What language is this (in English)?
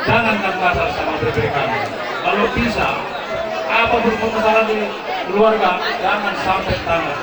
Batak Karo